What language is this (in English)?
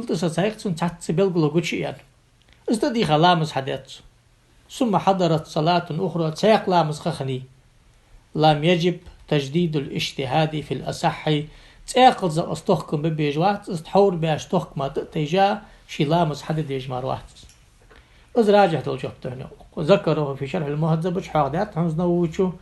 Ingush